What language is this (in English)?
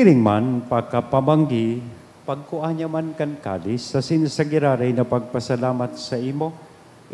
Bikol